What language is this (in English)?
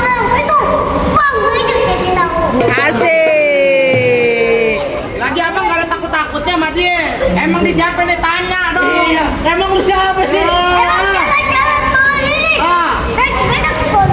Betawi